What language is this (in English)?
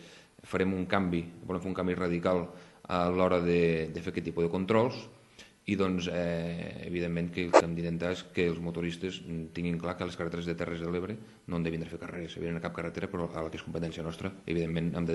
Catalan